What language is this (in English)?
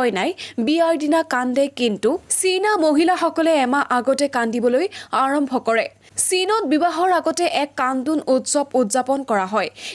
Assamese